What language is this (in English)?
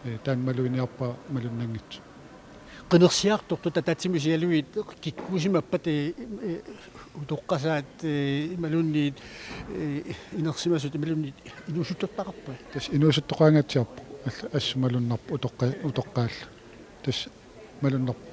Kalaallisut